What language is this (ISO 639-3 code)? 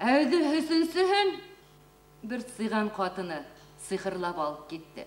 bak